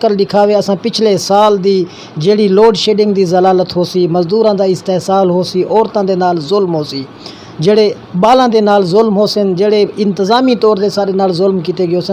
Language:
Saraiki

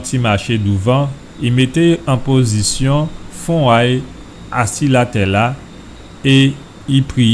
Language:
Guadeloupean Creole French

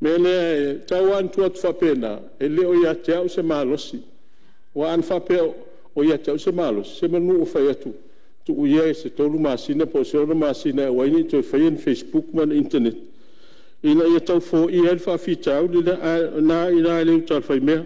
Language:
Samoan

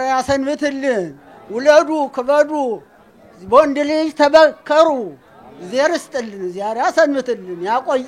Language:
Amharic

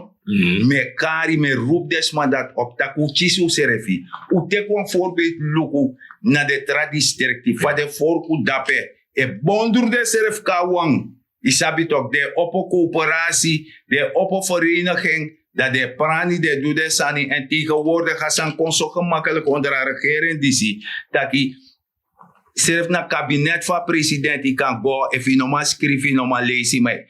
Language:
Sranan Tongo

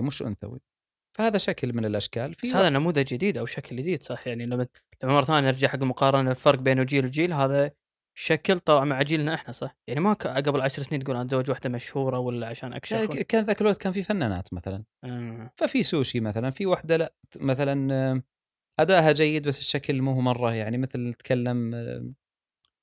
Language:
Gulf Arabic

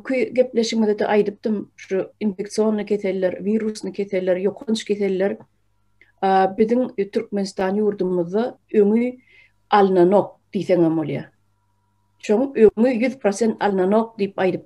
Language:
Turkmen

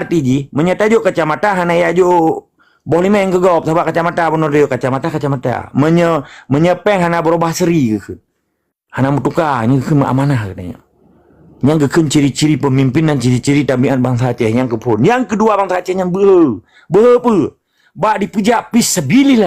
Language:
Achinese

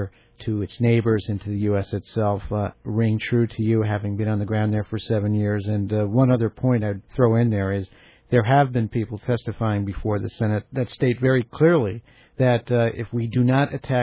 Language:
English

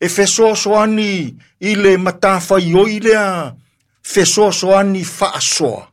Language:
Samoan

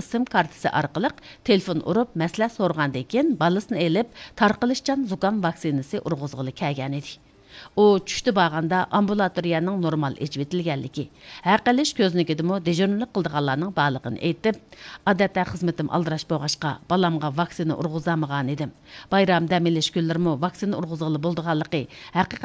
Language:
Uyghur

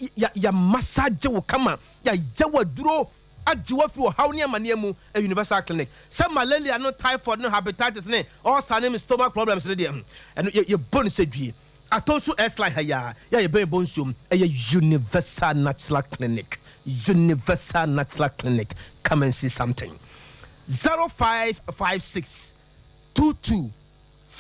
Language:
Akan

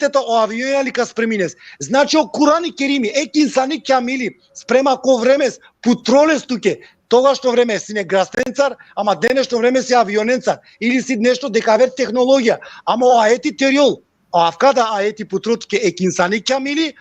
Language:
Balkan Romani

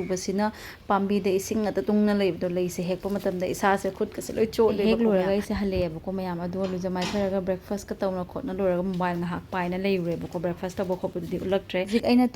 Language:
Manipuri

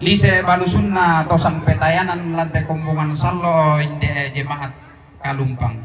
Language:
Toraja-Sa'dan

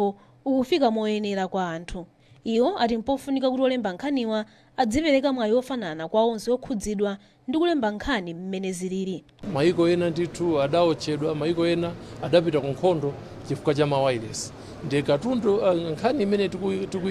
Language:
Nyanja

